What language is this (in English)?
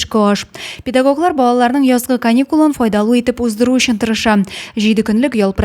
Tatar